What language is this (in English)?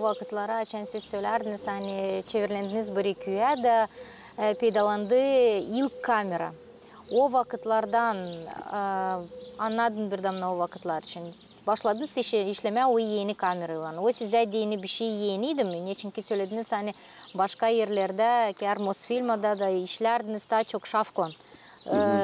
Gagauz